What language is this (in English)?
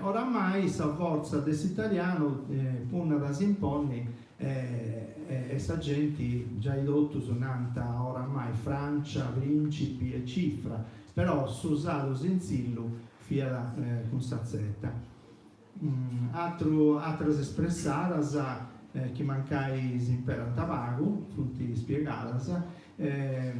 Sardinian